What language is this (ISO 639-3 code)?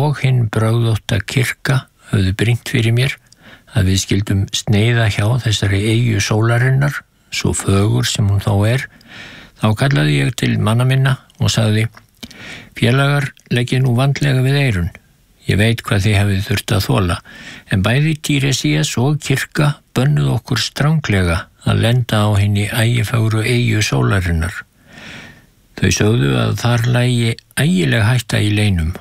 isl